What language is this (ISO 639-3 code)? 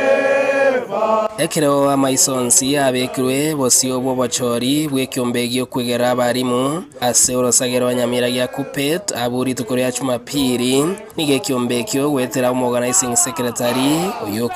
guz